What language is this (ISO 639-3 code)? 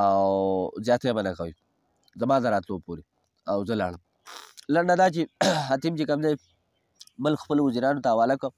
pus